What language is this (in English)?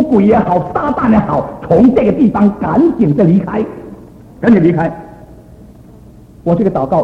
Chinese